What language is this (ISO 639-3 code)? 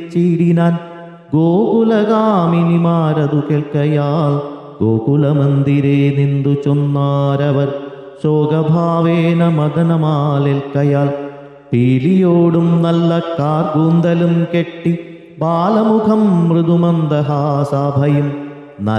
mal